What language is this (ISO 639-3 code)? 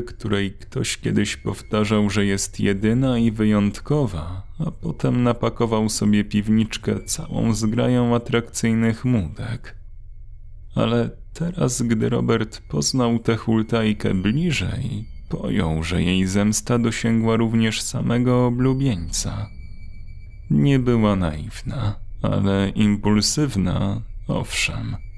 pol